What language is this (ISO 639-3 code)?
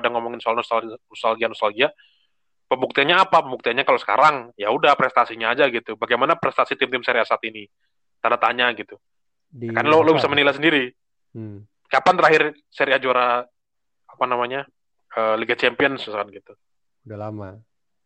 ind